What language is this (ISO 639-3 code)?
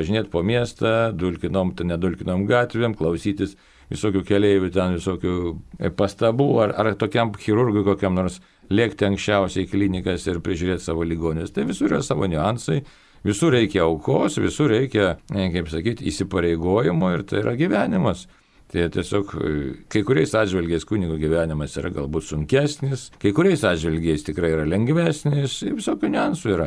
lit